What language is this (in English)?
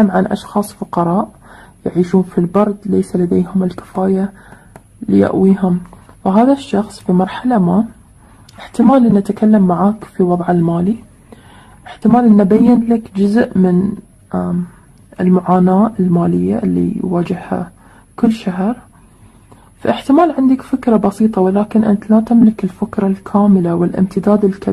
Arabic